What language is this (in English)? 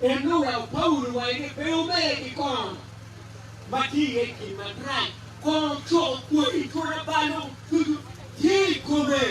Acoli